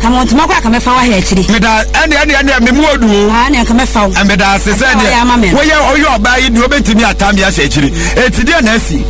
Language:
Akan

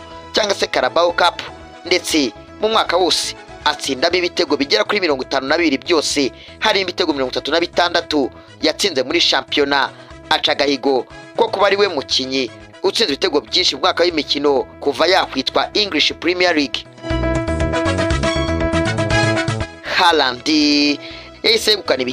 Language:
Kinyarwanda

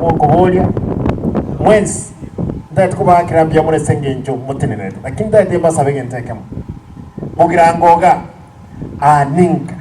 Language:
Gusii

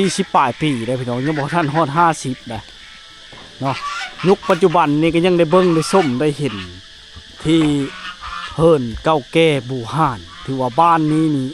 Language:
Lao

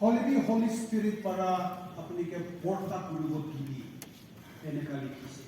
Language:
Naga Pidgin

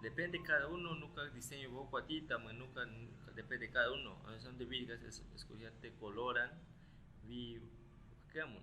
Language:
Aguaruna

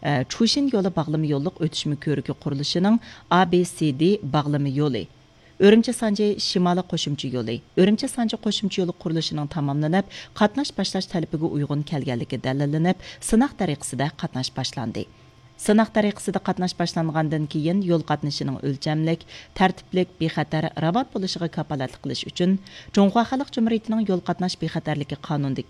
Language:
Uyghur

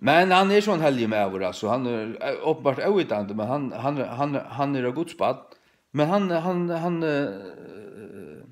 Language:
Faroese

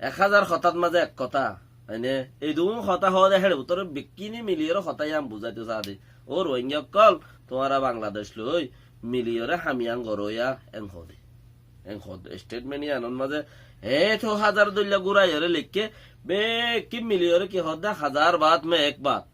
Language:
Rohingya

